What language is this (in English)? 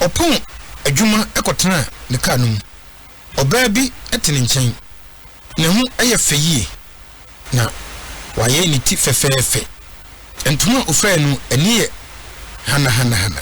Akan